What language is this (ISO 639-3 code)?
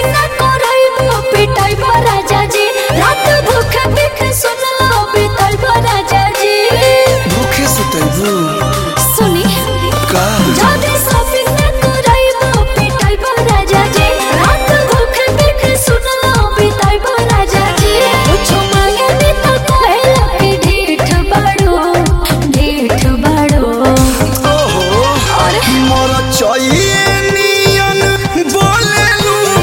bho